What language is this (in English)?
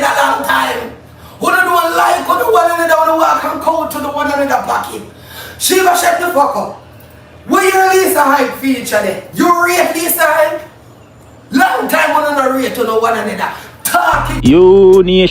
Jamaican Creole English